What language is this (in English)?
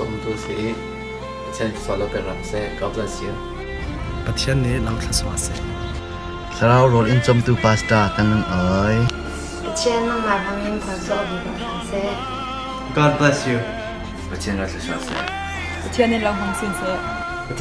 Falam Chin